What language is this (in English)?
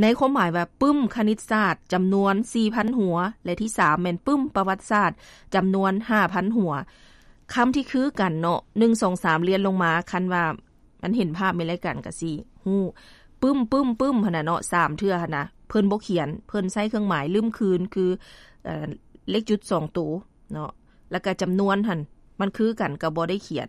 Lao